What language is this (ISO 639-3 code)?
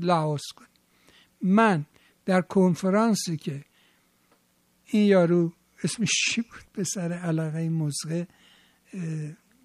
fas